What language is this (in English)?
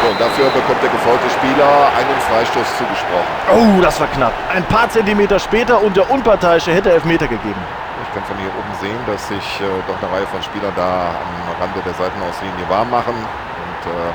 Bavarian